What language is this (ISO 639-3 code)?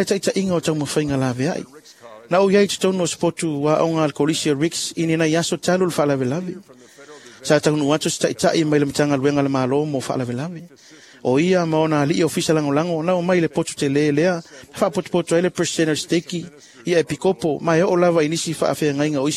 smo